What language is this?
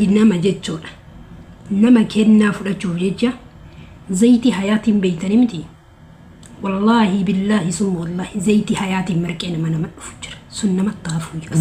Oromo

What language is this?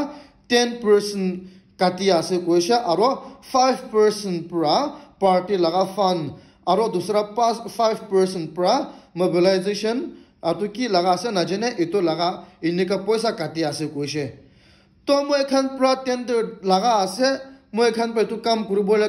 Naga Pidgin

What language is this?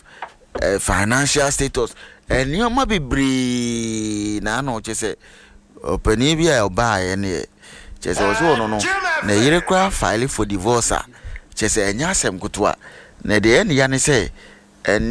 Akan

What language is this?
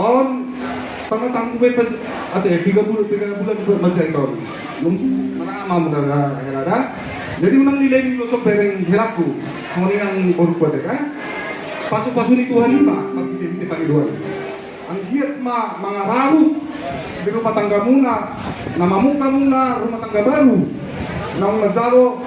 Batak Toba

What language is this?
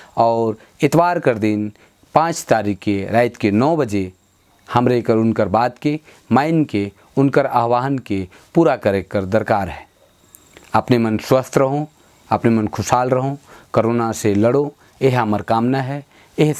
Sadri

